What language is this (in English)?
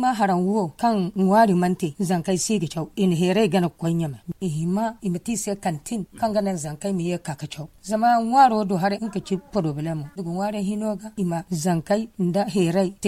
Zarma